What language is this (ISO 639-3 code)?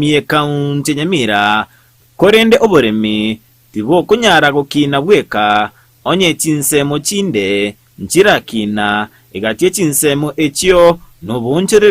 guz